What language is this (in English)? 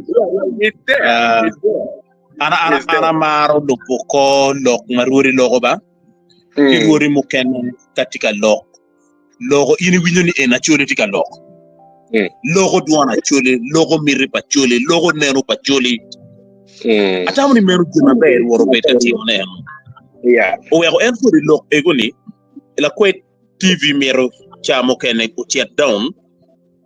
Acoli